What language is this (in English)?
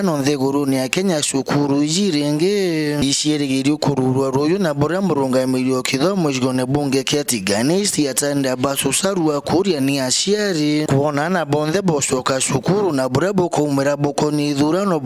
Meru